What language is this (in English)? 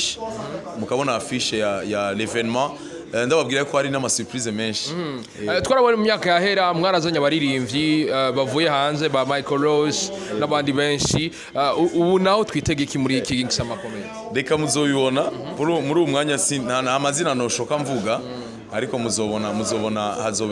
Rundi